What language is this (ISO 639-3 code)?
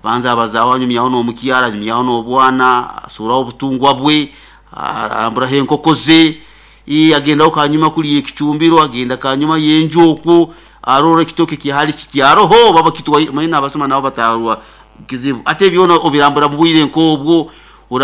nyn